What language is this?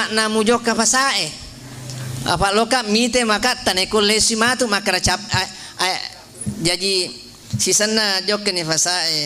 Buginese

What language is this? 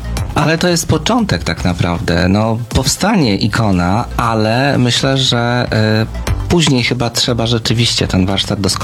Polish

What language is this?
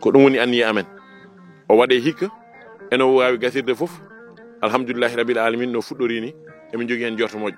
Fula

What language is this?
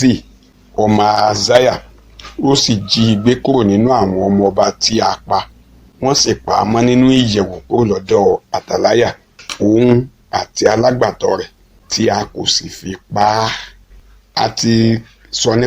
Yoruba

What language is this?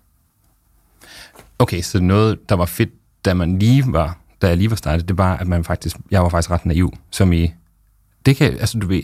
Danish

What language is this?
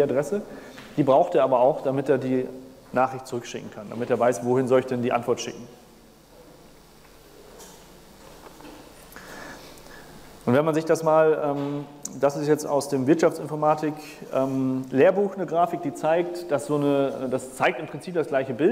German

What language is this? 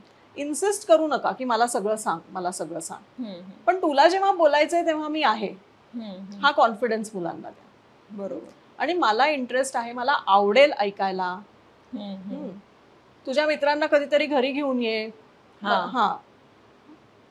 Marathi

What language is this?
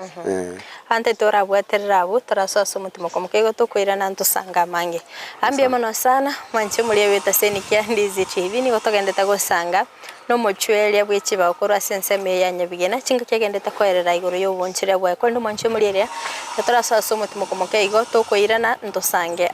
Gusii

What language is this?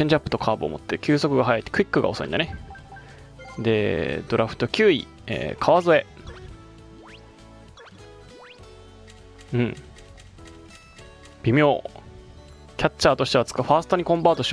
Japanese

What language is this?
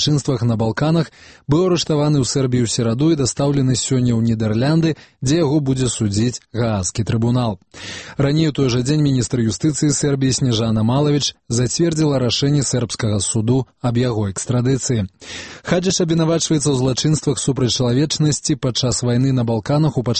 Belarusian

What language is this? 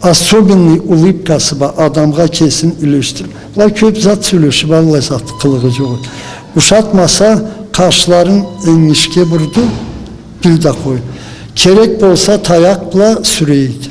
Karachay-Balkar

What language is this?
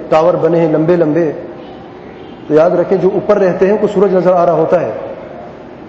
Urdu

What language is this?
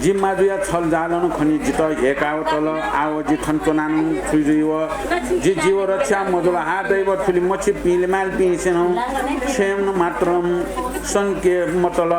Newari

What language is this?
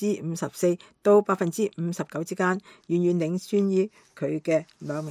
Cantonese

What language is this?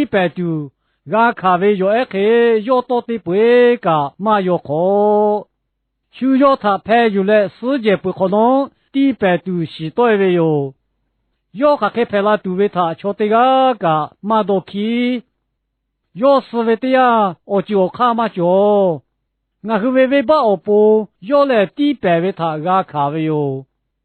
Lahu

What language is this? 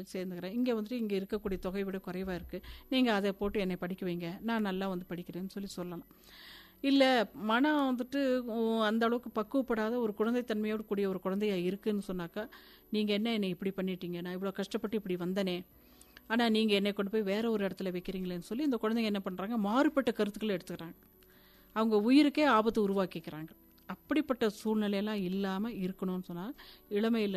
Tamil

